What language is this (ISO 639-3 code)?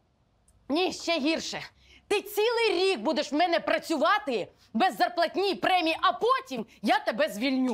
ukr